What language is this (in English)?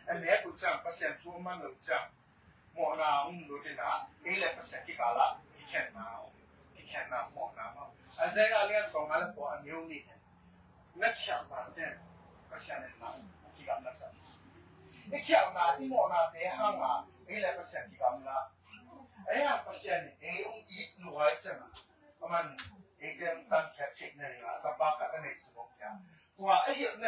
Tedim Chin